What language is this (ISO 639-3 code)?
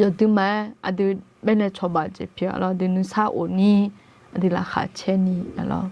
ahk